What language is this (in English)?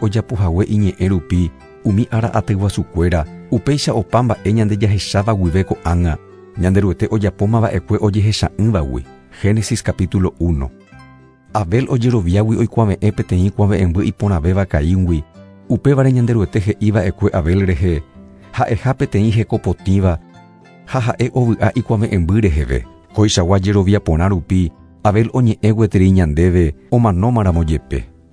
Guarani